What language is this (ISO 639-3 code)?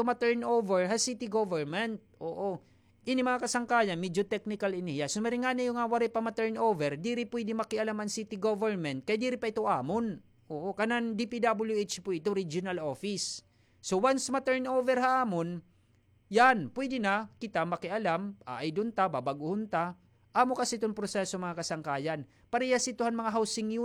war